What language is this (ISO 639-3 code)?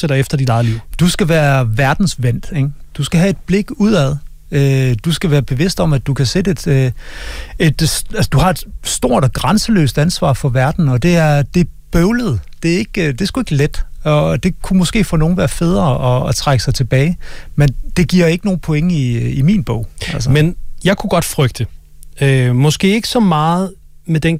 dan